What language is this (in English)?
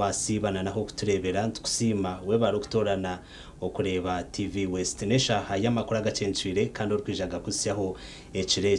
Nyankole